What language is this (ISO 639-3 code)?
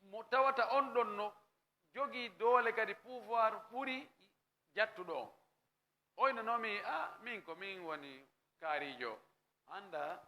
ful